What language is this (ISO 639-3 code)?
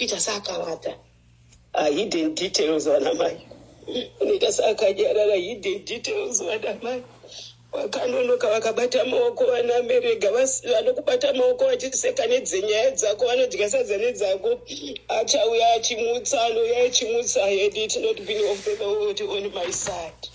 sna